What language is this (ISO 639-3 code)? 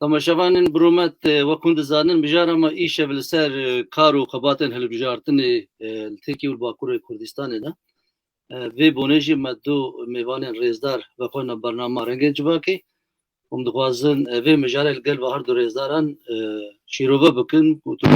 kur